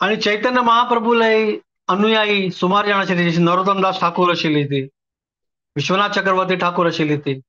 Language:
Konkani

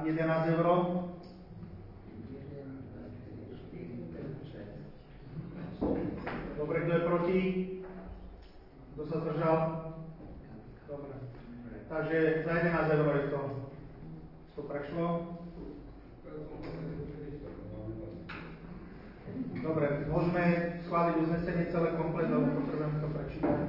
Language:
Slovak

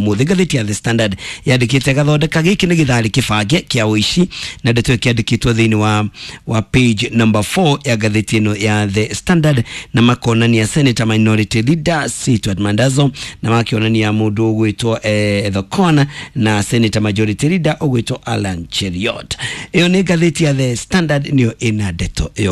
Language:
Kikuyu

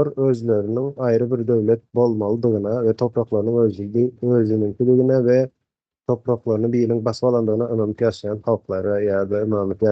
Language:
Turkmen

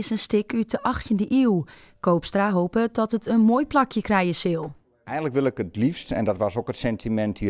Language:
Western Frisian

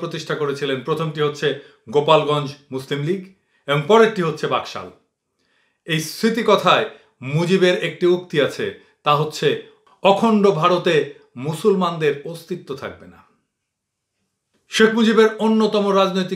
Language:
Bangla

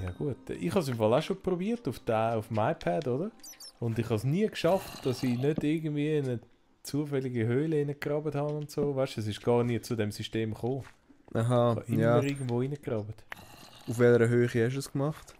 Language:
Swiss German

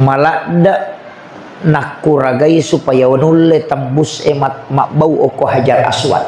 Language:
Buginese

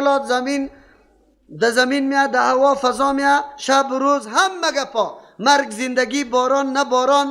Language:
Persian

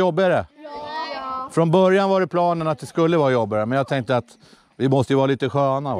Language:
Swedish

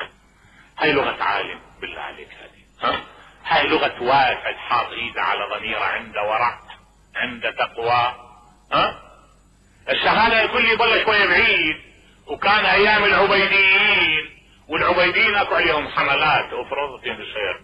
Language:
Mesopotamian Arabic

